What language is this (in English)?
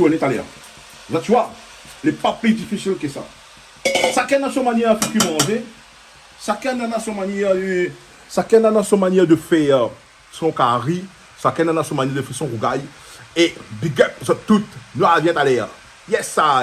Réunion Creole French